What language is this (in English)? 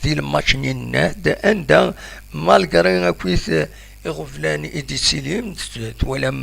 Kabyle